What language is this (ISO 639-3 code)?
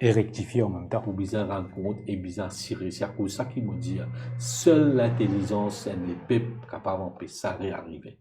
mfe